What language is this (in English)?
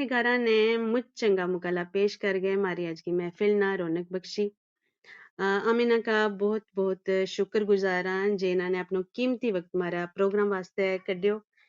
Gujari